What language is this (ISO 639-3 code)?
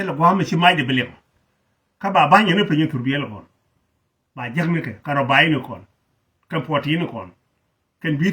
nus